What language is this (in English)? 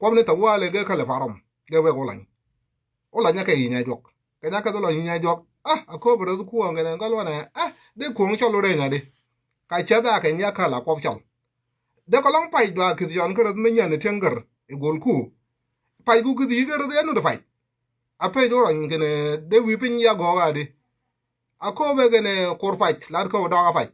Nuer